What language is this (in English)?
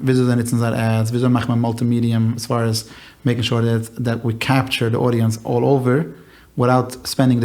Yiddish